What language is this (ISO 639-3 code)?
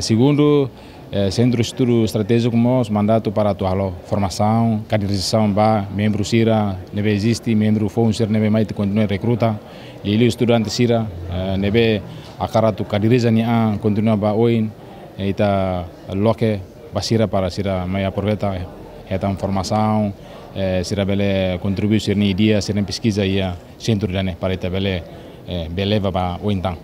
tet